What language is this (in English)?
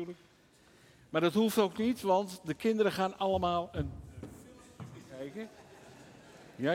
Dutch